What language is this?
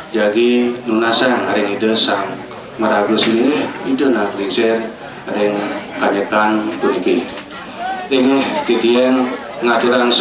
Balinese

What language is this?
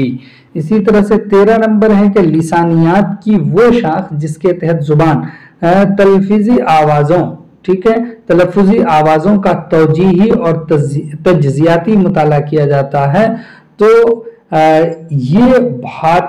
Urdu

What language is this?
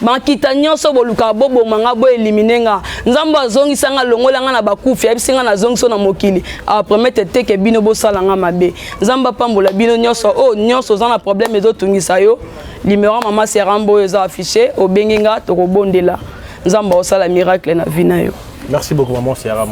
Lingala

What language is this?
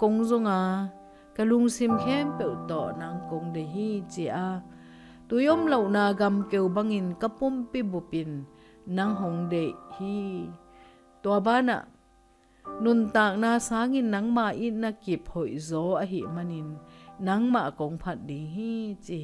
Tedim Chin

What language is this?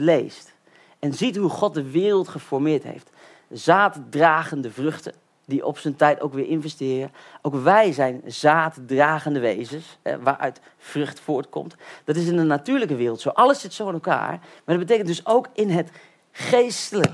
Dutch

